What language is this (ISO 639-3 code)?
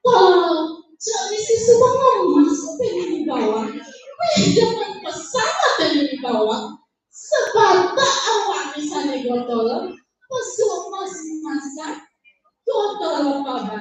ban